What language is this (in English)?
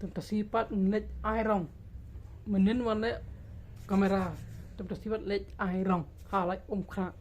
Khasi